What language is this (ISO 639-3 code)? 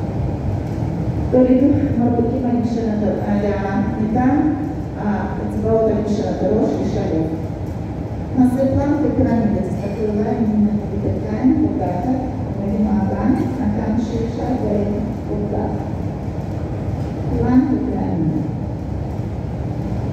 heb